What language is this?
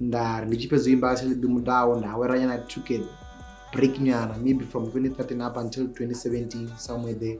Venda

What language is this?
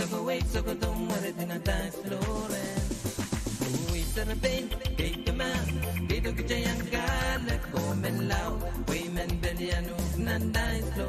Pohnpeian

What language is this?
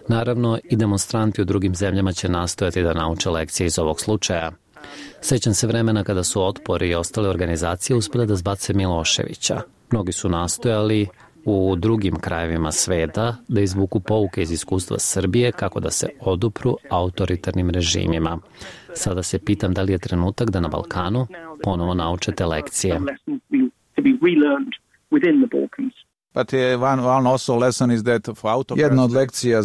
Serbian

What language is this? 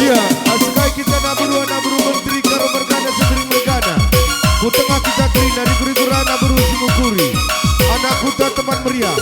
Batak Karo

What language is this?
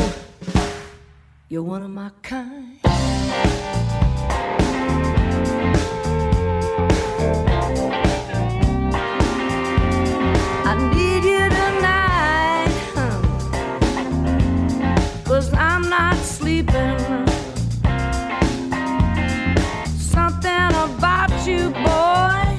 English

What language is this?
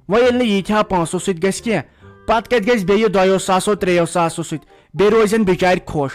Kashmiri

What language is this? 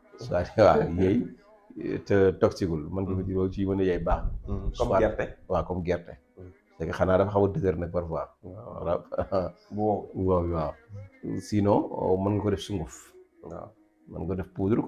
Wolof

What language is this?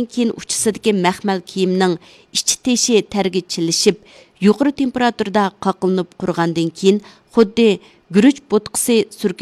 Uyghur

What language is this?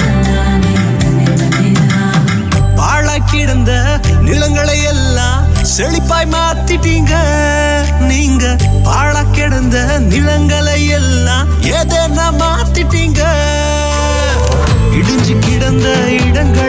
Tamil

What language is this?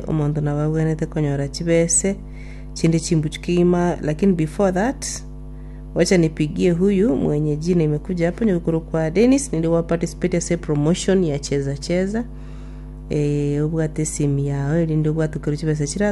Gusii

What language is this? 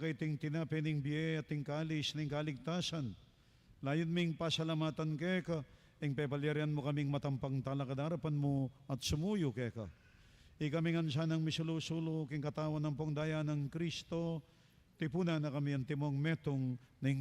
Pampanga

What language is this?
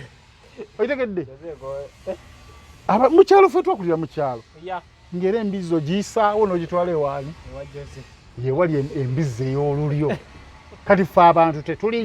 Ganda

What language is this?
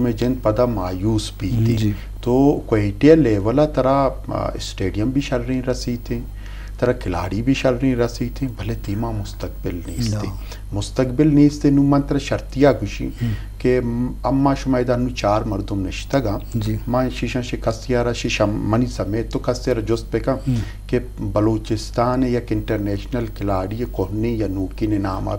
Eastern Balochi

